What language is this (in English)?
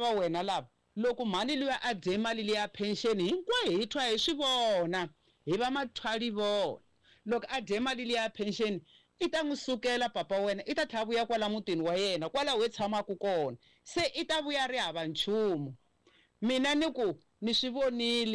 Tsonga